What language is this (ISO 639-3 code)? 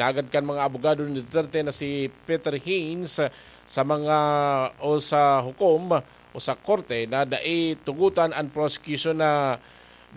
bik